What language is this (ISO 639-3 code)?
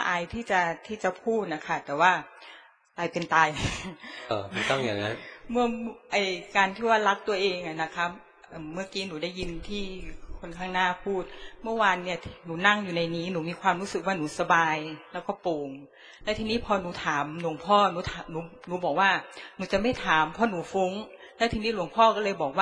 tha